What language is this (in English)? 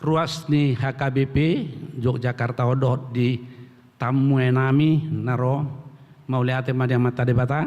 Batak Toba